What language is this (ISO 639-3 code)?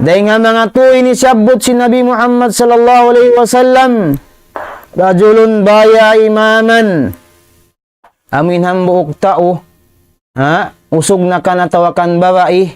tsg